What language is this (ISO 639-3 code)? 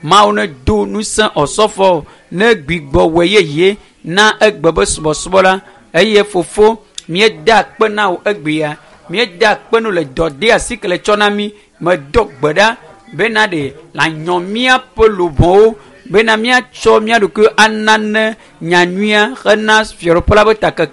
ewe